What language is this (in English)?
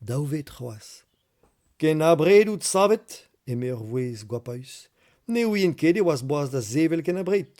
Breton